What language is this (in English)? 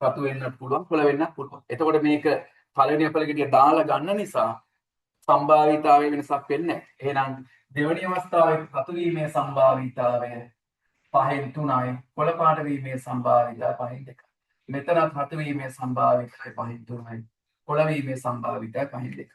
Sinhala